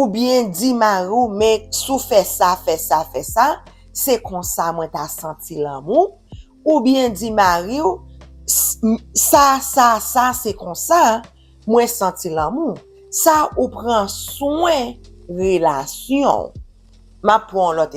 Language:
Haitian Creole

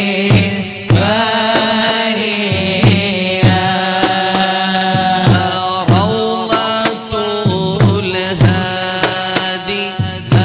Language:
Malayalam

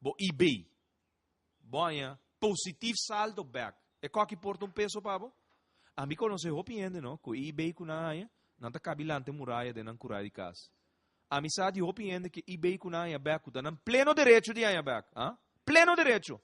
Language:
Papiamento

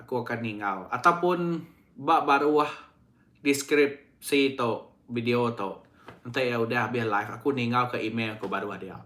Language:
Iban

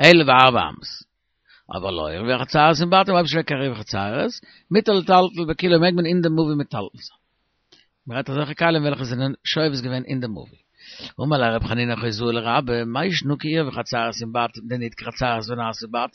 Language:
Yiddish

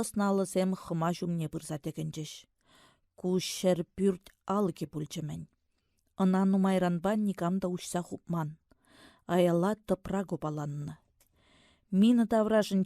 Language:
Chuvash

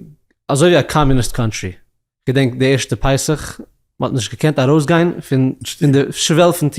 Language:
Yiddish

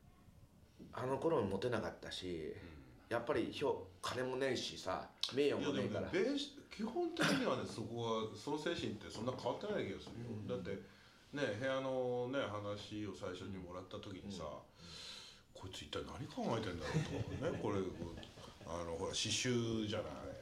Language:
Japanese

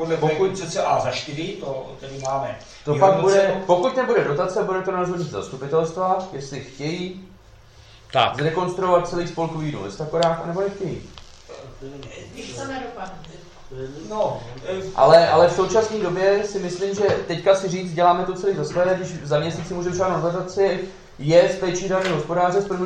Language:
Czech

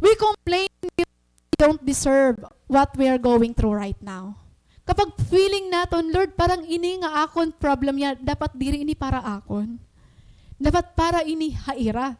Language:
Waray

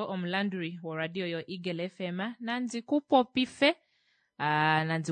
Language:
Kuanyama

